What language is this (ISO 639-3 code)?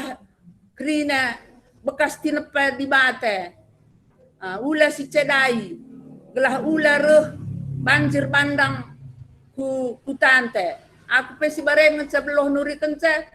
btx